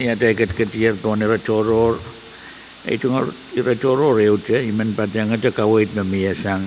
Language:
Pohnpeian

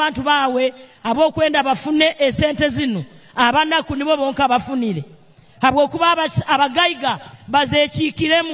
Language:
Nyankole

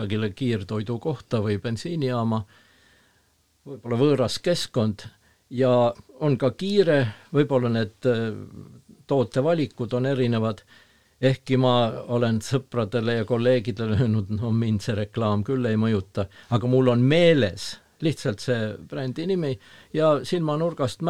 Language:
Estonian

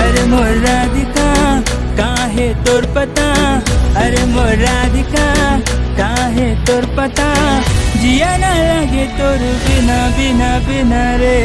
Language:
Chhattisgarhi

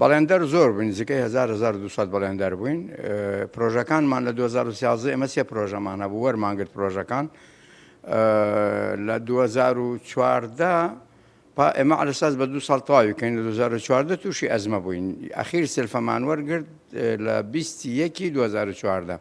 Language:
Central Kurdish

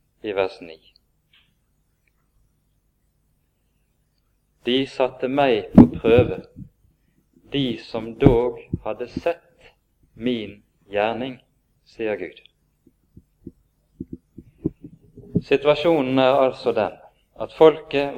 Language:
Norwegian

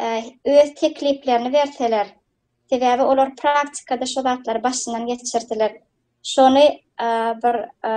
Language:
Turkmen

